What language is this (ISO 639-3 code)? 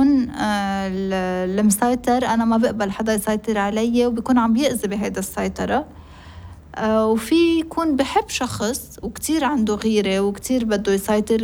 apc